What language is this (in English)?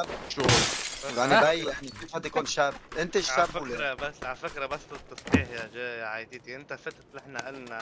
North Levantine Arabic